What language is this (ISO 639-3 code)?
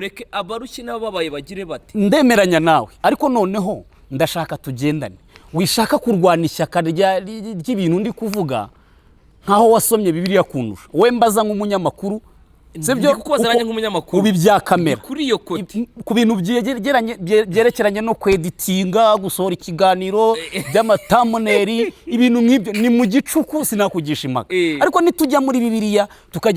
kin